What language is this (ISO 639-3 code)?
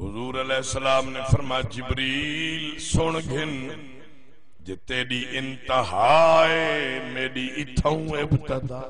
skr